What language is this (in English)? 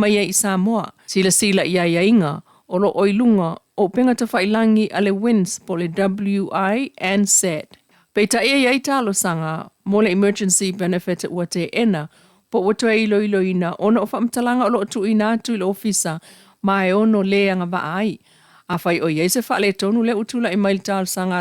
Samoan